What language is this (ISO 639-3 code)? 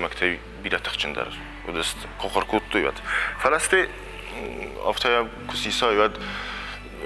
oss